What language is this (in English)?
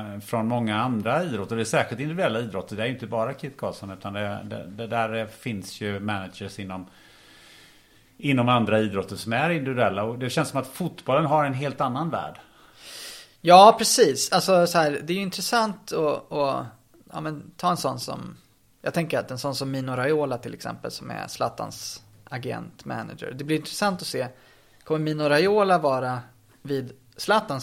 Swedish